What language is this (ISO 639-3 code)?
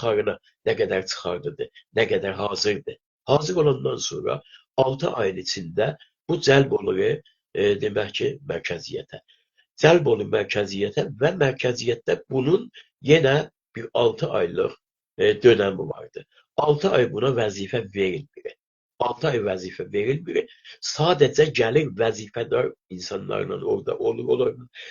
azb